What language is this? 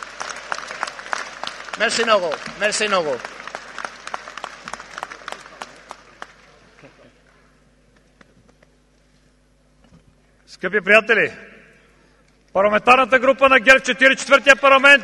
Bulgarian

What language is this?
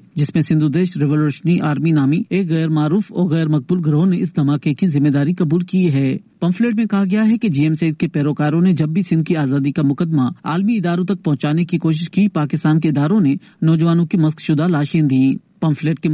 Urdu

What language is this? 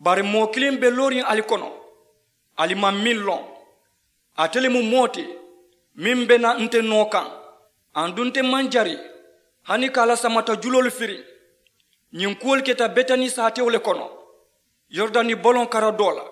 Mandingo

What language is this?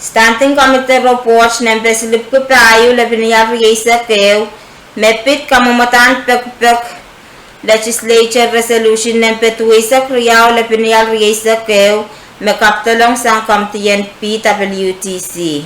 Pohnpeian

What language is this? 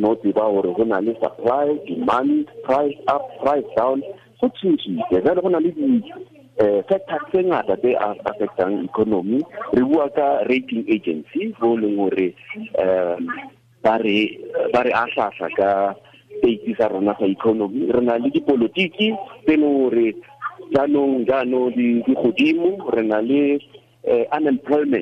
Tswana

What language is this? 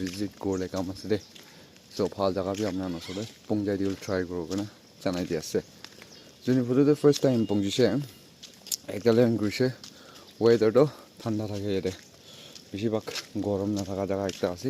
Naga Pidgin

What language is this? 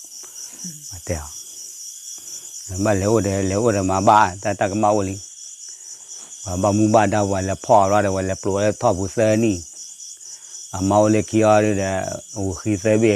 S'gaw Karen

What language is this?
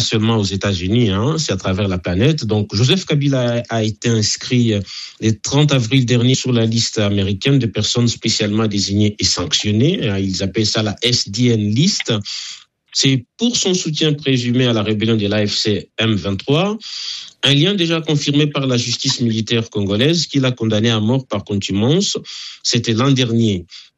French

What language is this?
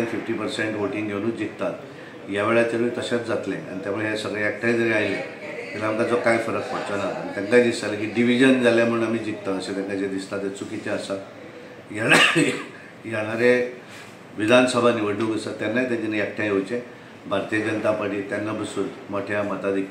Konkani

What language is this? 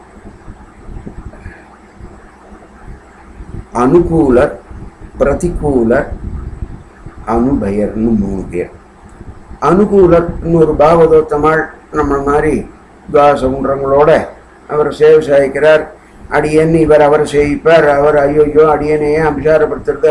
Tamil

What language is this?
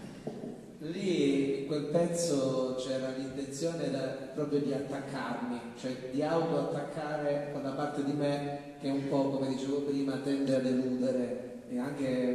Italian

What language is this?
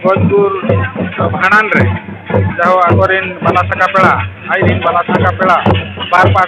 Santali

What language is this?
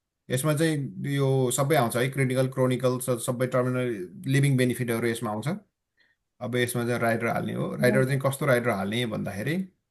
Nepali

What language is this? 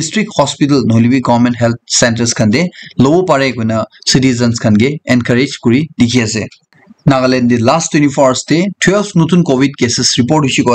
Naga Pidgin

